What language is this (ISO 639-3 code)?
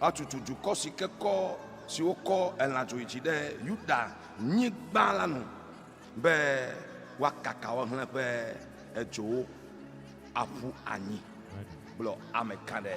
ewe